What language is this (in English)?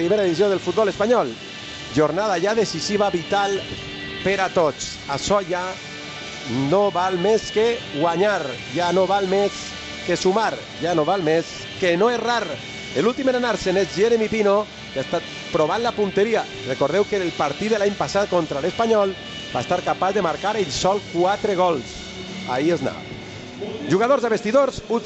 Catalan